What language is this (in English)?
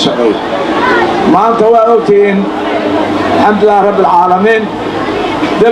Somali